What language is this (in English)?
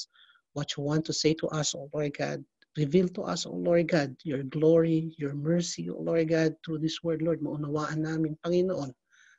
Filipino